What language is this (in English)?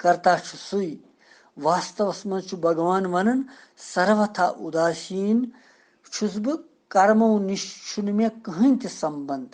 Kashmiri